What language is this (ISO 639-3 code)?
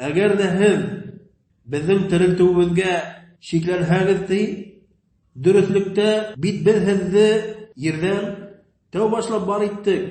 bak